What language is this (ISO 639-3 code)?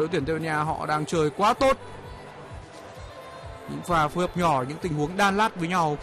vie